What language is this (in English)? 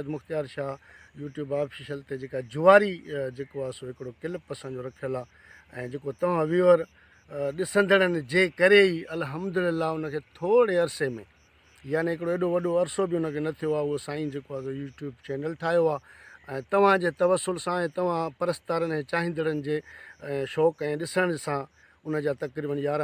Sindhi